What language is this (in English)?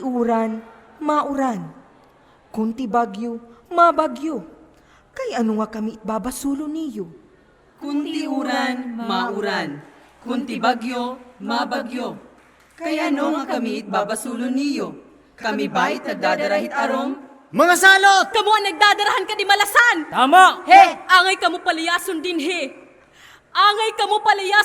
Waray